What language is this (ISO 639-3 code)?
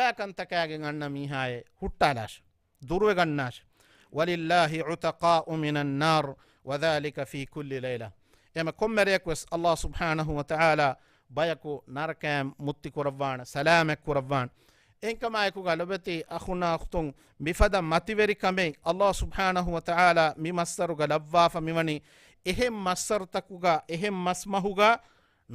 div